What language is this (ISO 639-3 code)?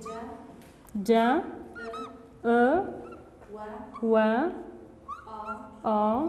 kur